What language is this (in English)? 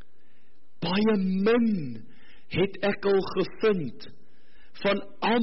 Afrikaans